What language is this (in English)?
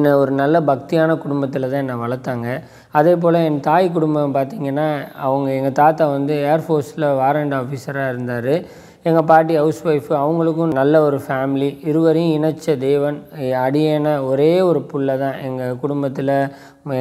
Tamil